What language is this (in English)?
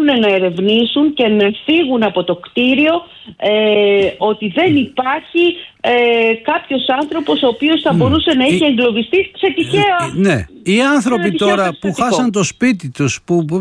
Greek